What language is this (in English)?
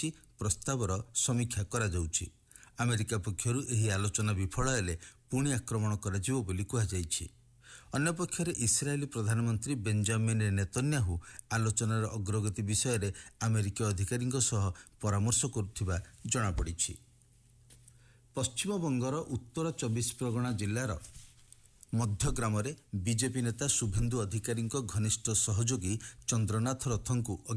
Odia